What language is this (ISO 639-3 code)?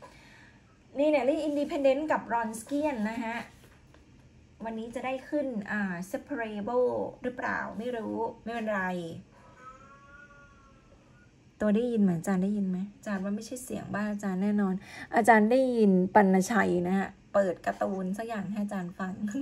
tha